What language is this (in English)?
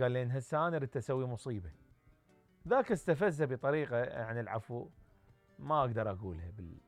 Mesopotamian Arabic